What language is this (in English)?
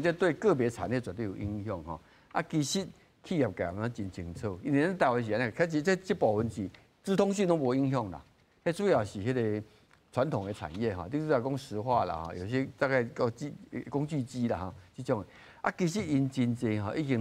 Min Nan Chinese